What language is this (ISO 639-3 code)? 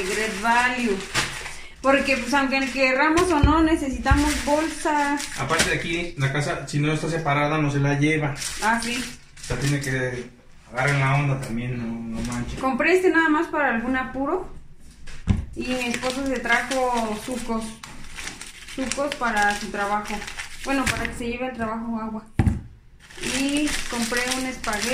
spa